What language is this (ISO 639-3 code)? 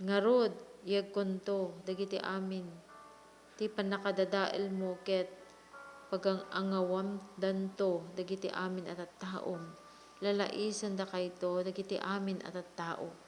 ilo